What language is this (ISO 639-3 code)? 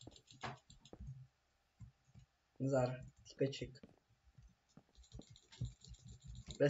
ces